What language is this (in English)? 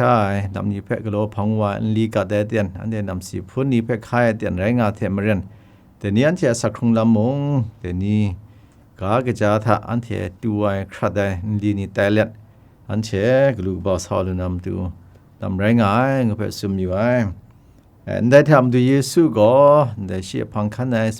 Kachin